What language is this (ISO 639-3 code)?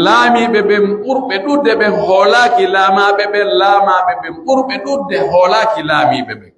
fuf